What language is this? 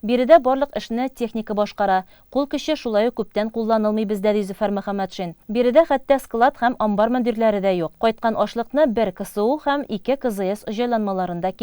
Tatar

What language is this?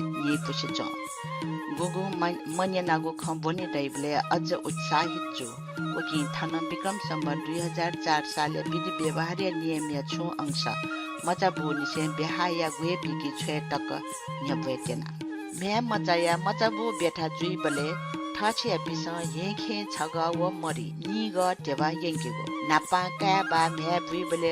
Newari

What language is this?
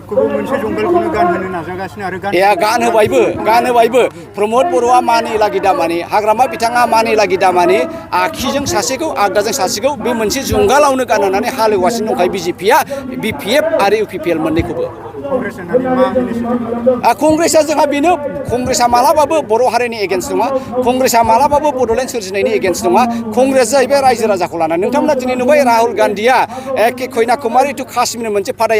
Bodo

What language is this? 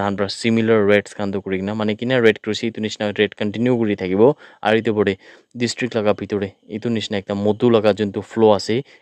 Naga Pidgin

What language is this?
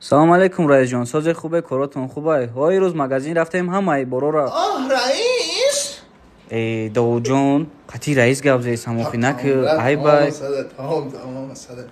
Tajik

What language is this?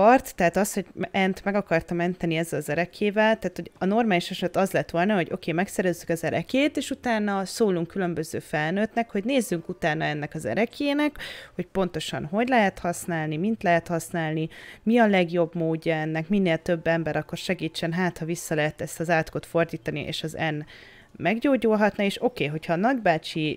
Hungarian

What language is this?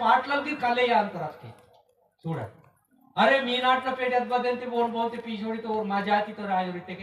Aheri Gondi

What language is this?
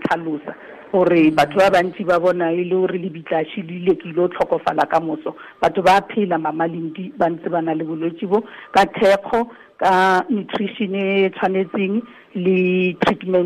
Tswana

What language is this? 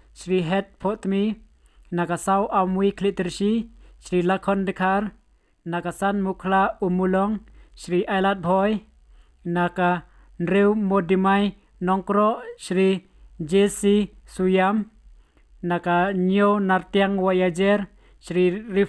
Khasi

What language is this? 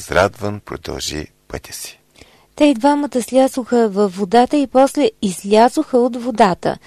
Bulgarian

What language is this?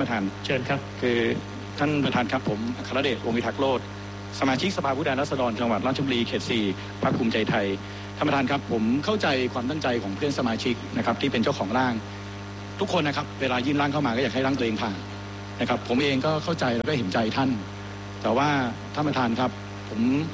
Thai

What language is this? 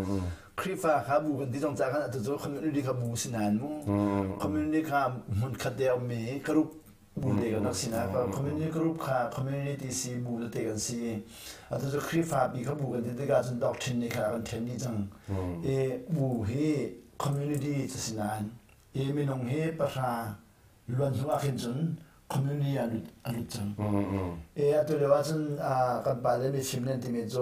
Hakha Chin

